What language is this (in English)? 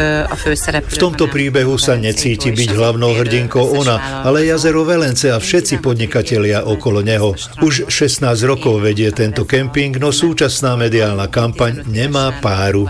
Slovak